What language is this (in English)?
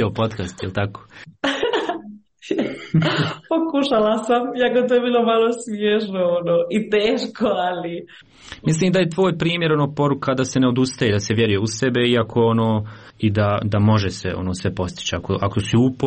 Croatian